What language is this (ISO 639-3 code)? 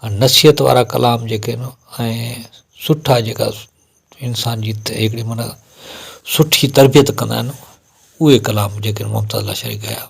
snd